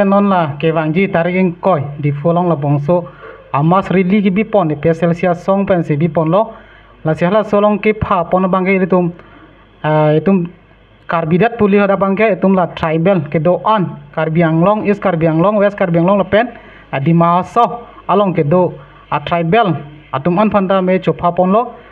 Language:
Karbi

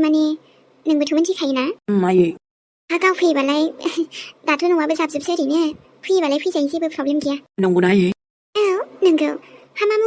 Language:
Bodo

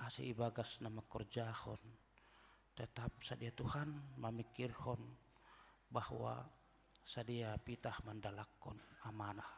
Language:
Batak Simalungun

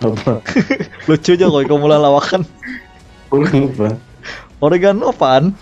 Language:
Banjar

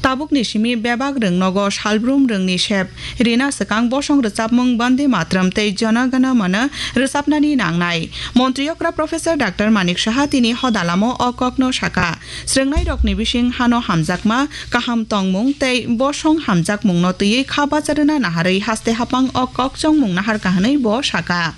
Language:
Kok Borok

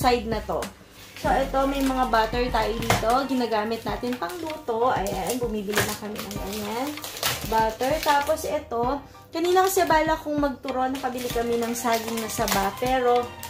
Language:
Filipino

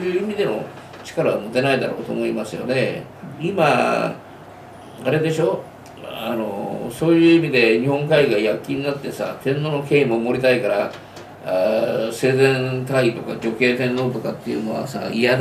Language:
Japanese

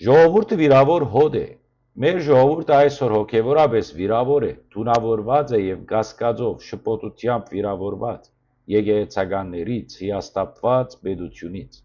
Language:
Western Armenian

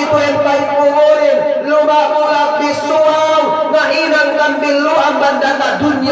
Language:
Yakan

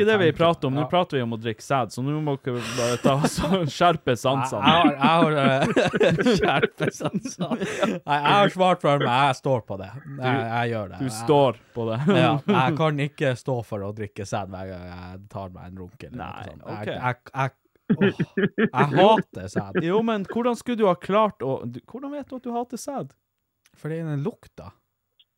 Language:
Norwegian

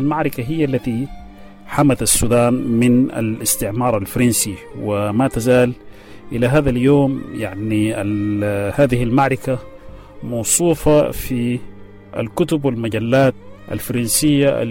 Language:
Sudanese Arabic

